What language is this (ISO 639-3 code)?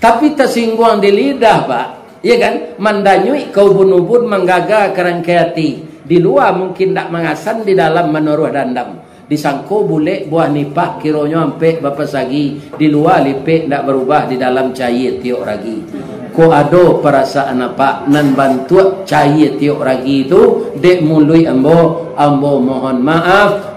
min